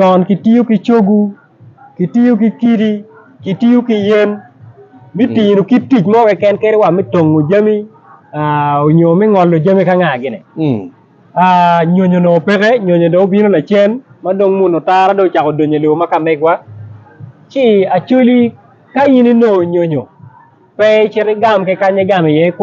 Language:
Acoli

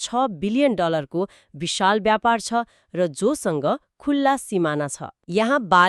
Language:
Nepali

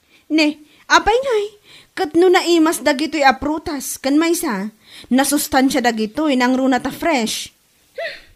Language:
Iloko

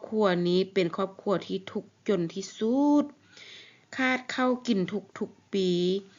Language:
Lao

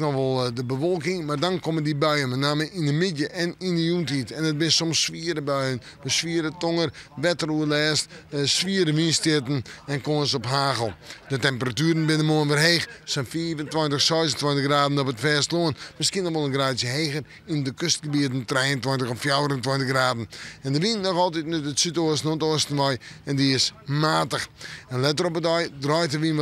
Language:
Western Frisian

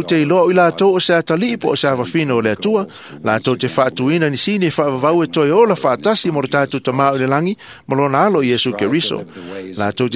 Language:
Samoan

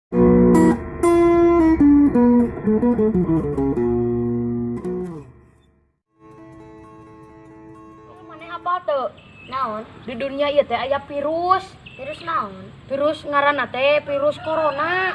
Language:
Sundanese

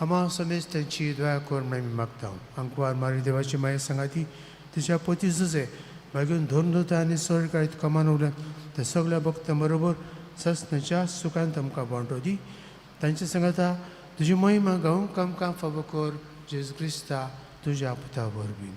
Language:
Konkani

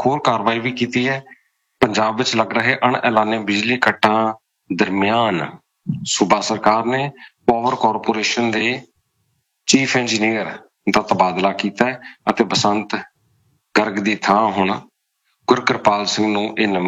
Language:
Punjabi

